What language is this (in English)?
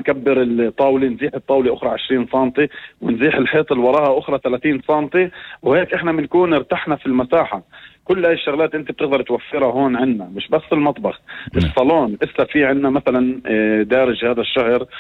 North Levantine Arabic